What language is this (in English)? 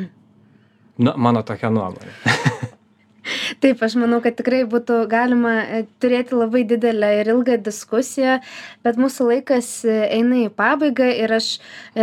Lithuanian